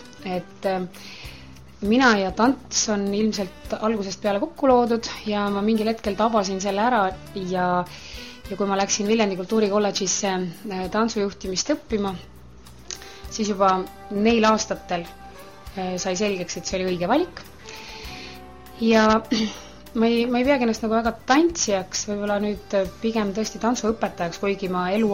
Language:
Estonian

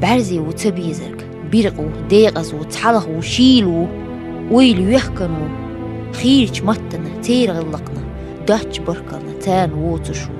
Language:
Chechen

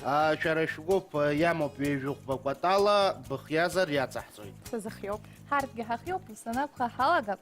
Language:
Abkhazian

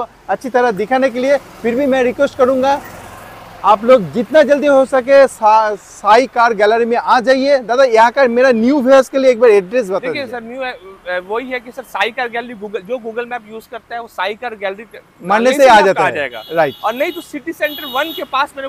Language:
Hindi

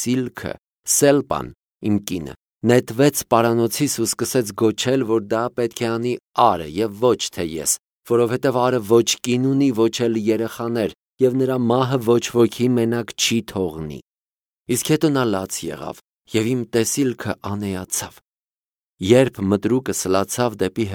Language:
Armenian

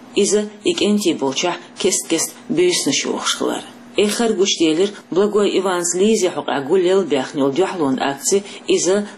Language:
Chechen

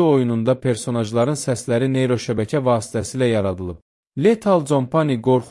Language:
Azerbaijani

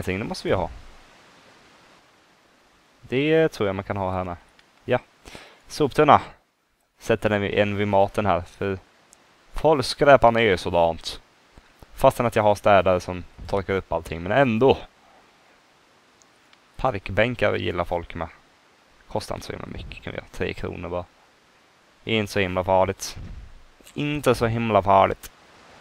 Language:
Swedish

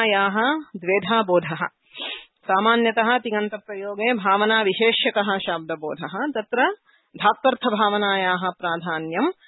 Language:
Sanskrit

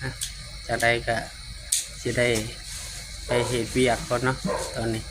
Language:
Lao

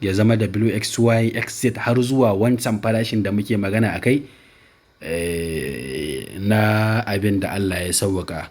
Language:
Hausa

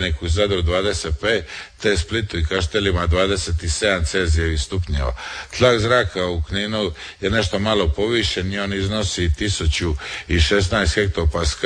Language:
Croatian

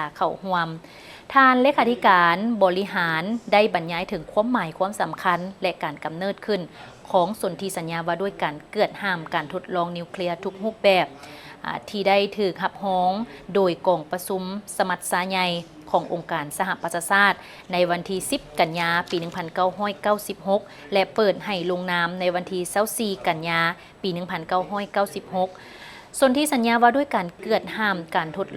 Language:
Lao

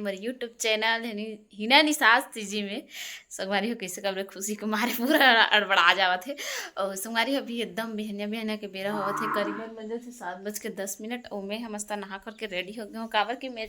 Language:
Chhattisgarhi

